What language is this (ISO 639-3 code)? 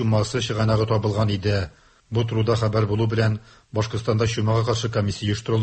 tat